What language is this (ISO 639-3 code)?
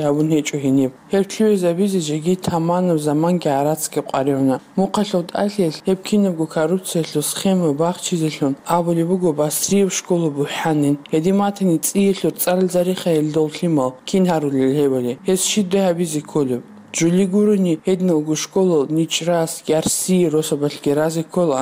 ava